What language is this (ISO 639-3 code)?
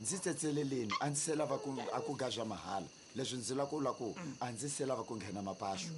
tso